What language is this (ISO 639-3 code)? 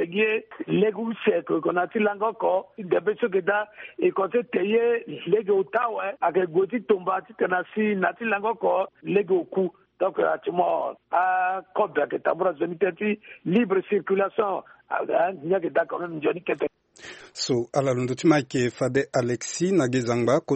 sag